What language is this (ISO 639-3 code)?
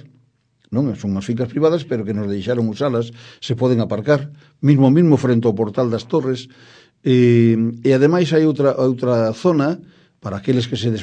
glg